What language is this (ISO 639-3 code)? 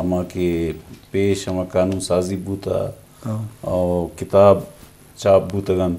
bgp